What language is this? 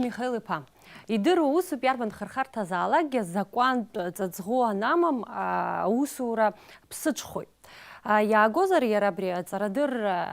Abkhazian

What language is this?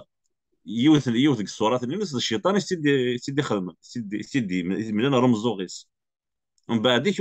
Kabyle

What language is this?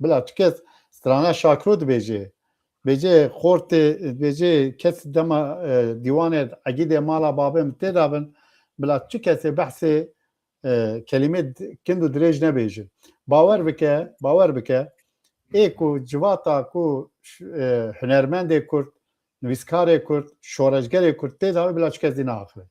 Kurdish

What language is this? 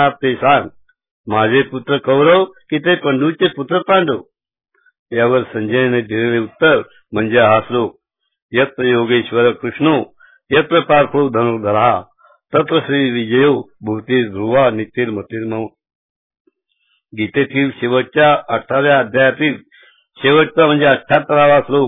Marathi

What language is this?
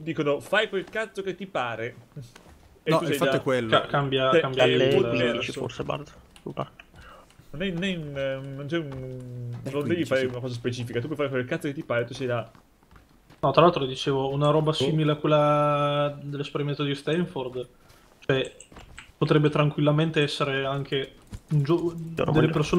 Italian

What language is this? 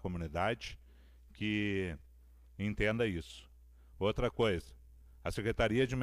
Portuguese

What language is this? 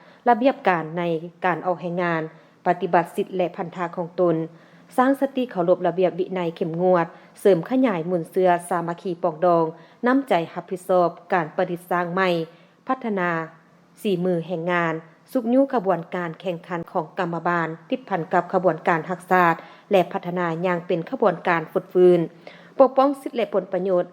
Lao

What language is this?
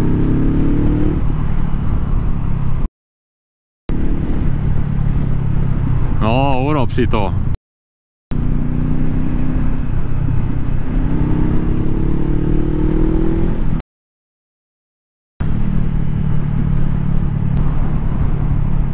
Slovak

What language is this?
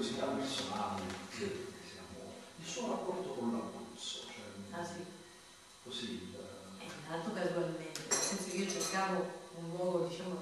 Italian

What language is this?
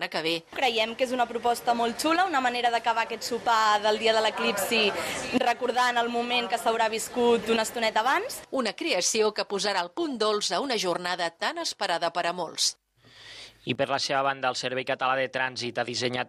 Catalan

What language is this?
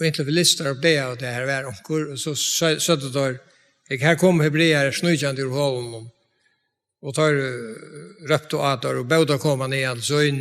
Faroese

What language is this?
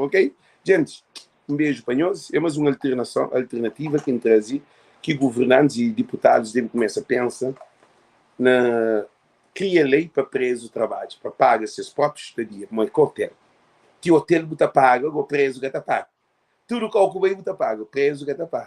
Kabuverdianu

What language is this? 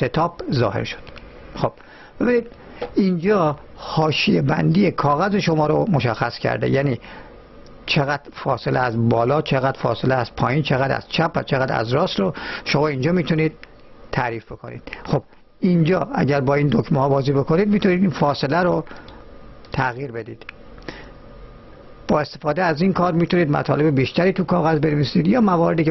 Persian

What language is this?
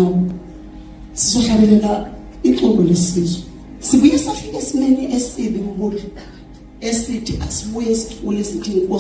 Zulu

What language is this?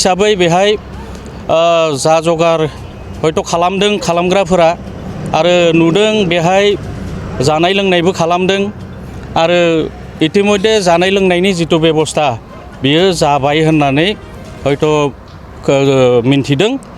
Bodo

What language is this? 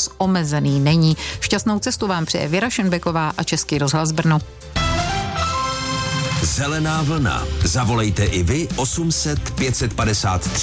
Czech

